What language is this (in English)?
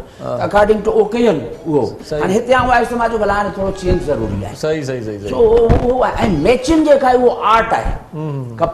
Sindhi